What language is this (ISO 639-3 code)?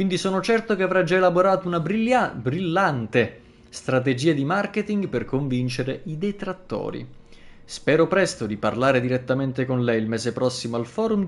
ita